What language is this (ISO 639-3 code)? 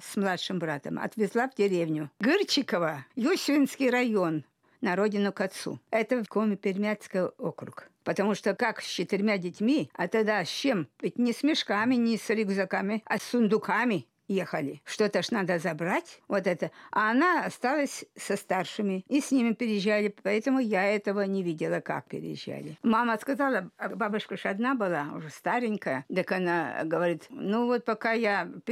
rus